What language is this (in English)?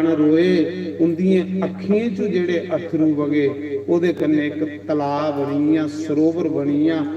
Dogri